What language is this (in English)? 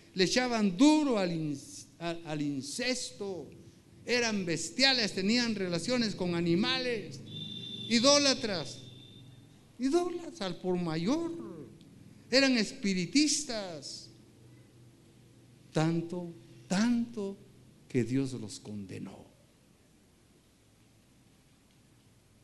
Spanish